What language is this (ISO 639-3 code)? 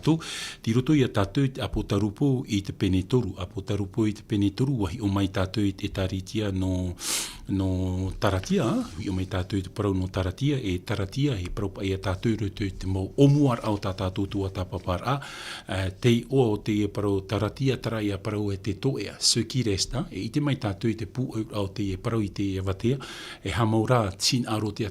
tah